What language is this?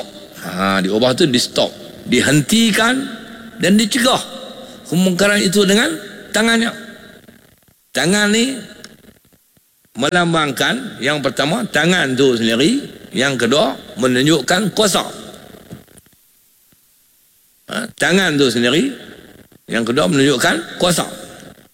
Malay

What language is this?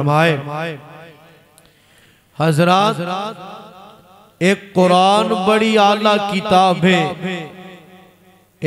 Urdu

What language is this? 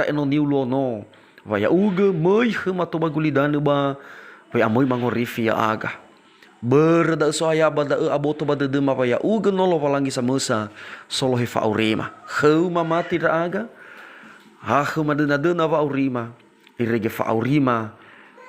Nias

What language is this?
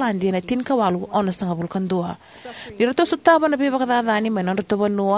Fijian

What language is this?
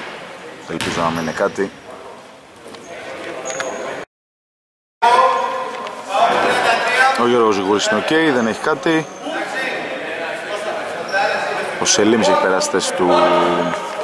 Greek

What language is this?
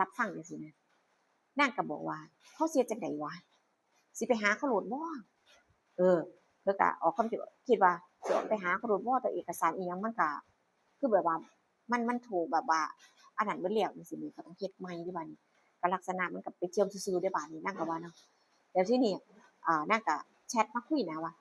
Northeastern Thai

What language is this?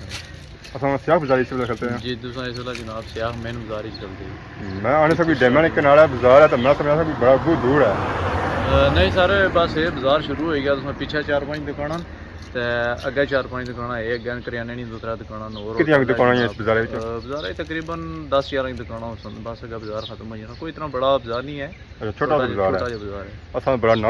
Pahari-Potwari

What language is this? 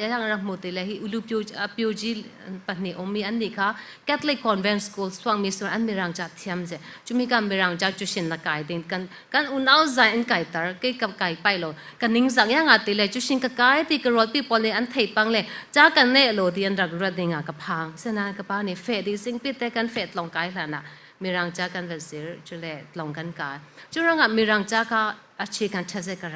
Falam Chin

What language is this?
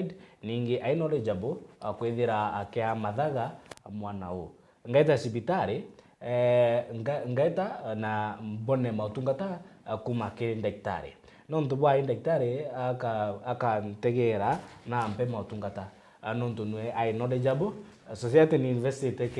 Meru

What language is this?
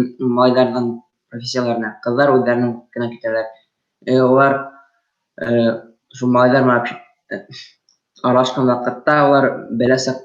Bashkir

